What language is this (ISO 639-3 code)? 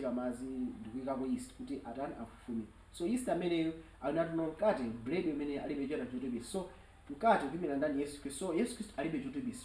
nya